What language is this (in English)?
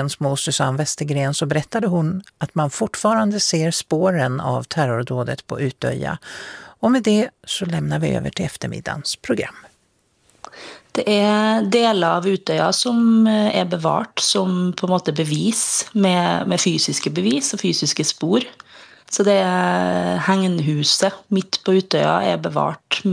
Swedish